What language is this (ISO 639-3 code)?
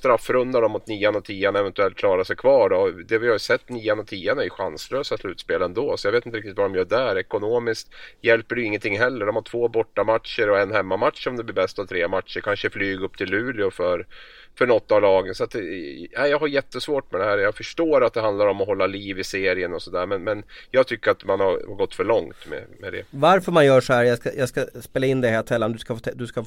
swe